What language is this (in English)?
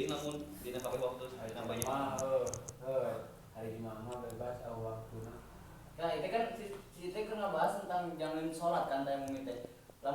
Sundanese